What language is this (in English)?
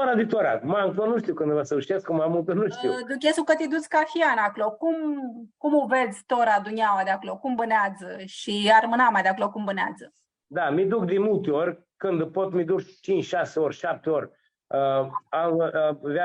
Aromanian